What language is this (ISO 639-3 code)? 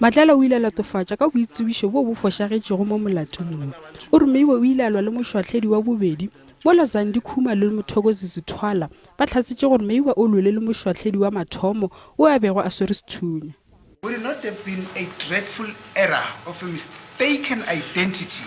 nso